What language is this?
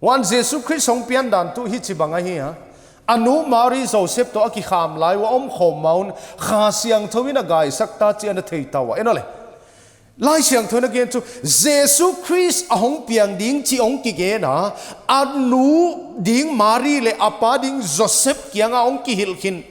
Paite Chin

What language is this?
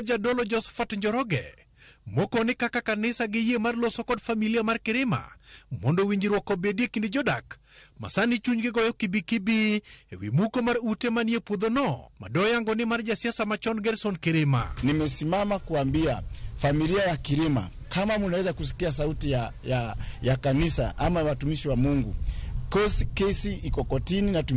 Luo (Kenya and Tanzania)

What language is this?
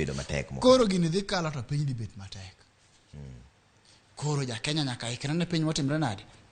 Luo (Kenya and Tanzania)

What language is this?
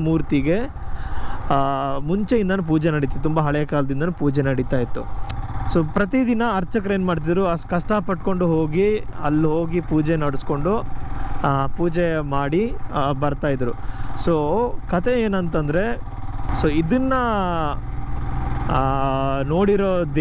Kannada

